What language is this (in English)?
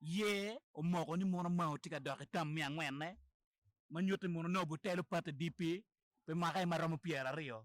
Acoli